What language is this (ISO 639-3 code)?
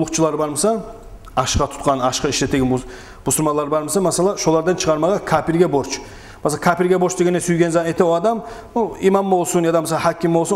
kum